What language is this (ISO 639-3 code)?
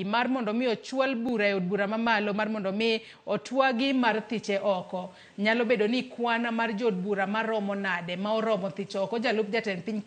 luo